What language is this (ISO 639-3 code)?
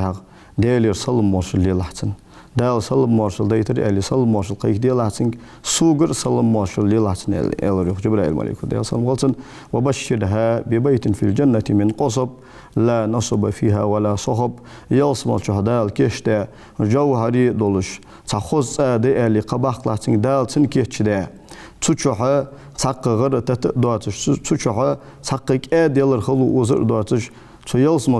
inh